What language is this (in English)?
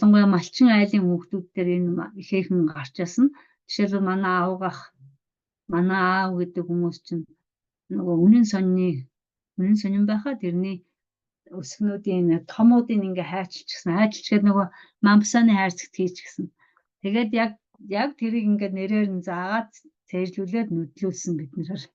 Mongolian